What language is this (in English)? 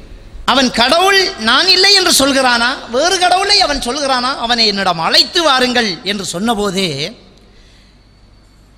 Tamil